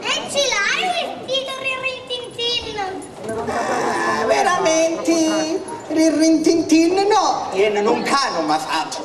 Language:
Sicilian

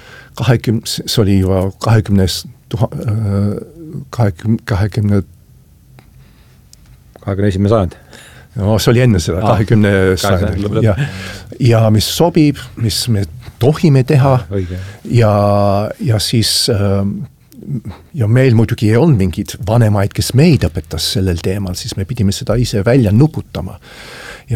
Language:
Estonian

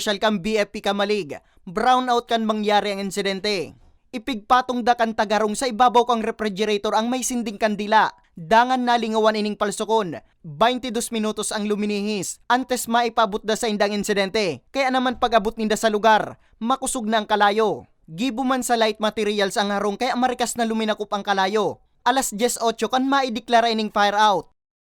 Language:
Bikol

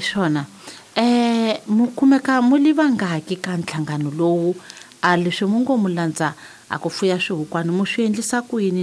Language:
Tsonga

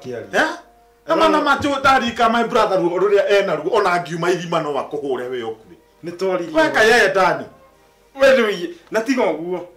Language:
Kikuyu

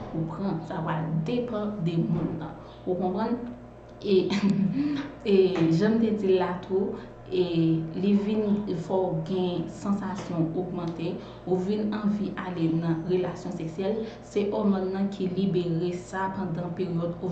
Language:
Haitian Creole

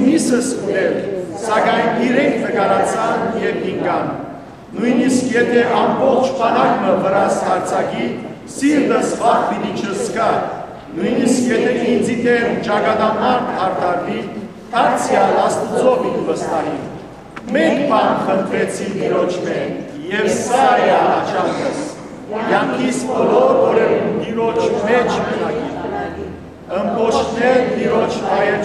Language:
Western Armenian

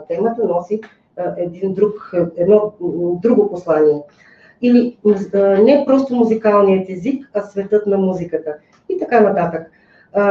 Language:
Bulgarian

